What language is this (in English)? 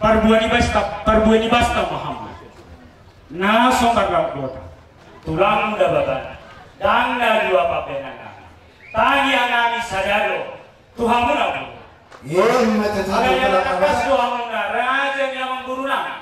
Batak Toba